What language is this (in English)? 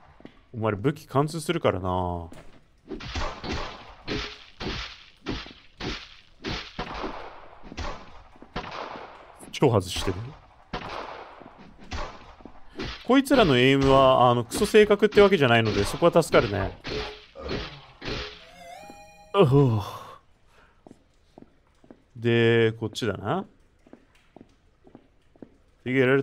Japanese